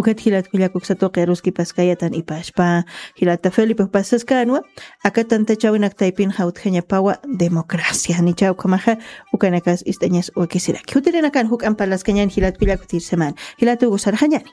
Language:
Aymara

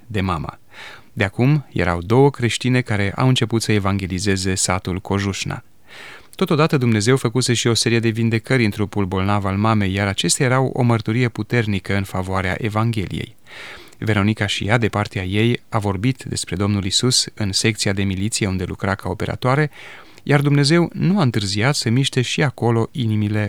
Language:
Romanian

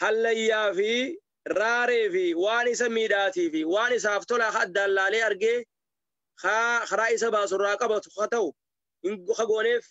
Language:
Oromo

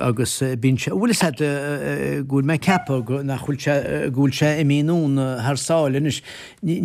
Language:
Irish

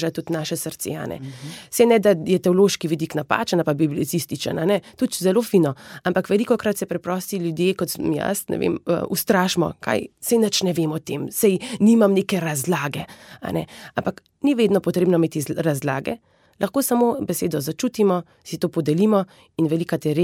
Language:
Slovenian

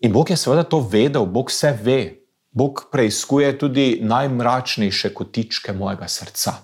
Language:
Slovenian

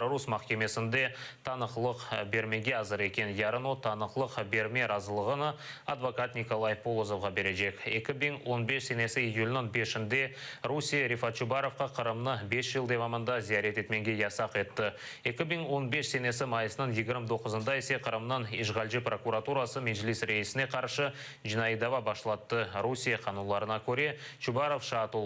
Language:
Crimean Tatar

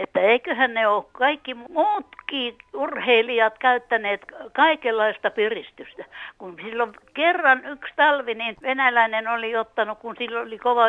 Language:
Finnish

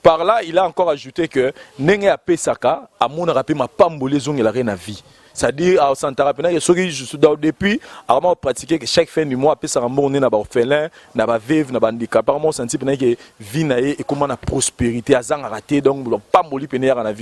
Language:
Lingala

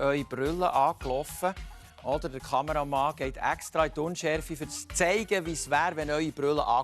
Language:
Swiss German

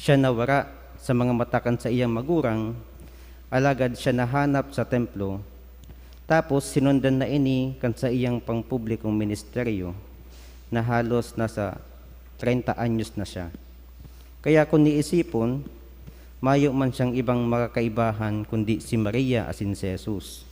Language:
Bikol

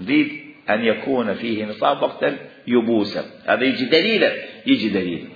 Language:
Mesopotamian Arabic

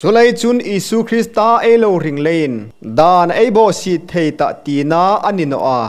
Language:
Hmar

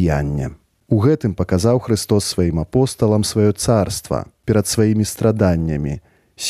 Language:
Belarusian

